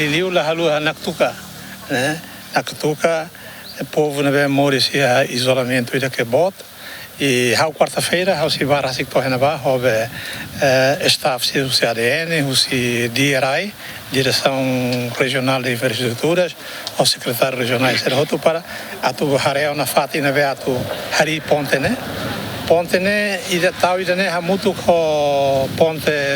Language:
Tetum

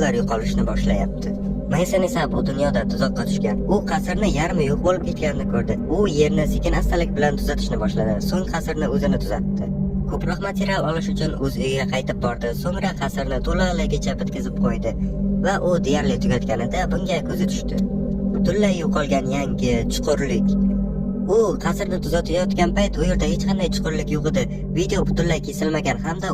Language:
Uzbek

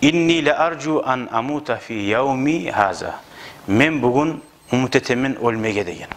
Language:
Kumyk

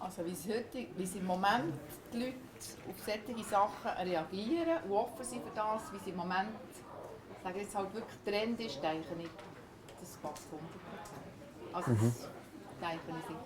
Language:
Swiss German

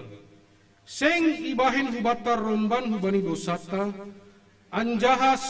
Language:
Batak Simalungun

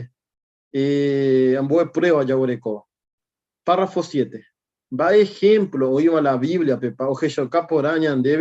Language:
Guarani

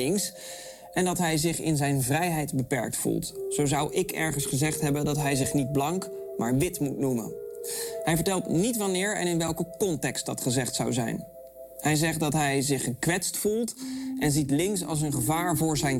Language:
Dutch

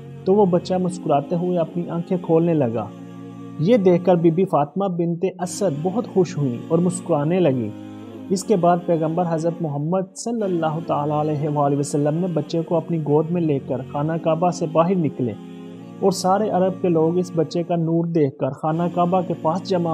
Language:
Urdu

